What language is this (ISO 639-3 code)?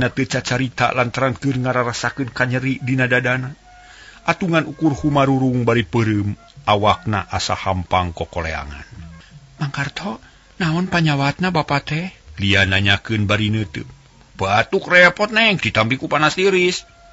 sun